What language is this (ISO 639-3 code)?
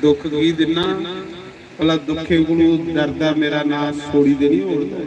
doi